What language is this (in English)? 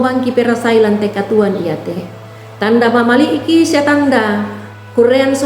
Toraja-Sa'dan